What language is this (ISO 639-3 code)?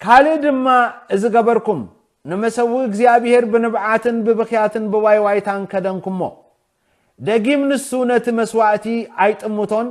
tir